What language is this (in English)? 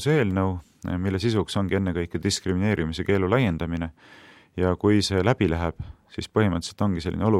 Estonian